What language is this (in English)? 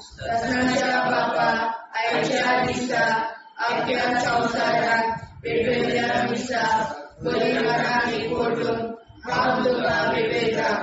Konkani